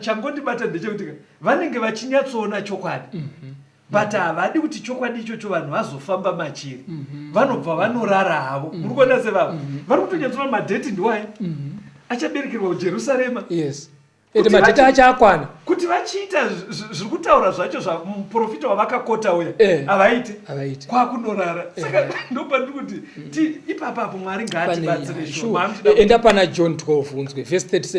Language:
Shona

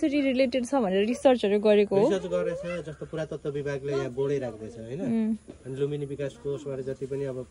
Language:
Nepali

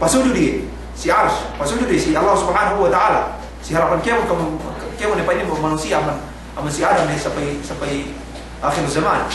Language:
Yakan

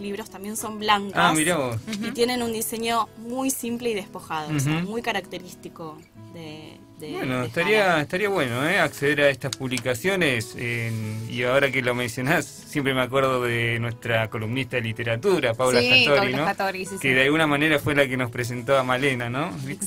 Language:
Spanish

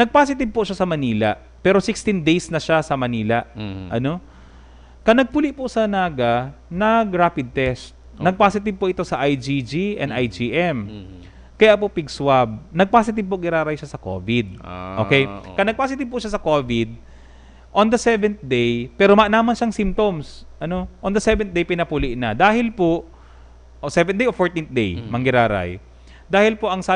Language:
Bikol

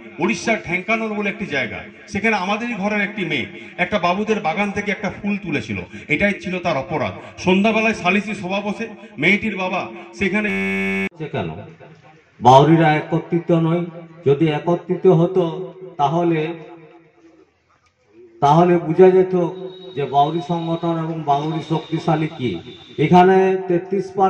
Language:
Bangla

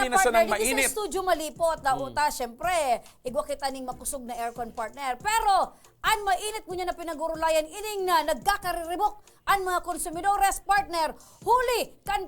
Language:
Bikol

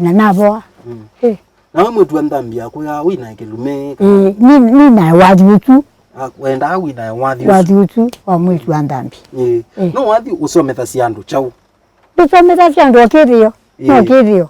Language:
Kamba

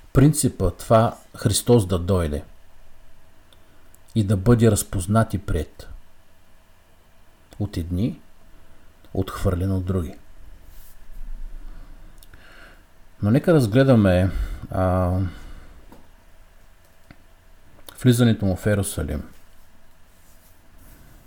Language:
Bulgarian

